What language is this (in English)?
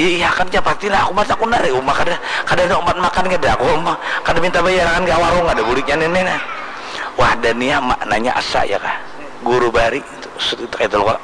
Banjar